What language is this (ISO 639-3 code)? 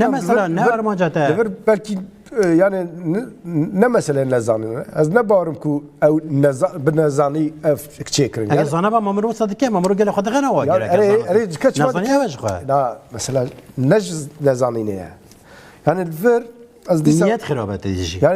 kur